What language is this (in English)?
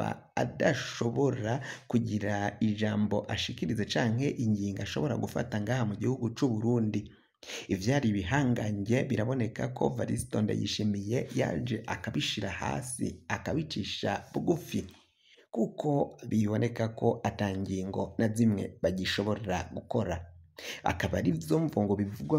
Rundi